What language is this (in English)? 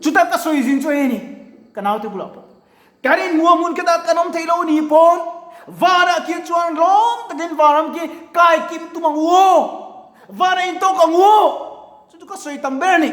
Mizo